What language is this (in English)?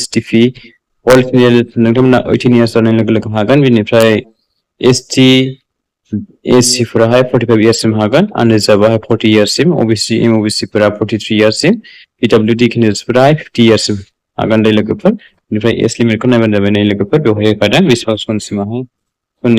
Bodo